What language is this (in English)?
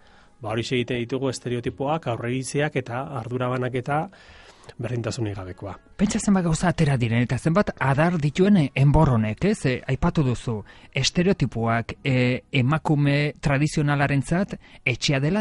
Basque